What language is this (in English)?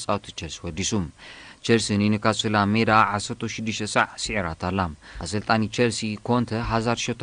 Tigrinya